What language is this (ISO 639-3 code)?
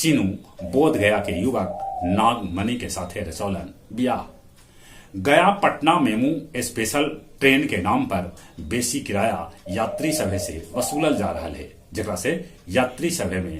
mag